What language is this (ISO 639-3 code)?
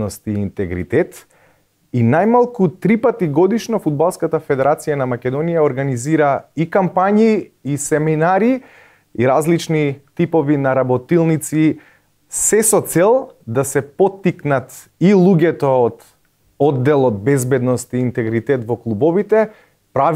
mkd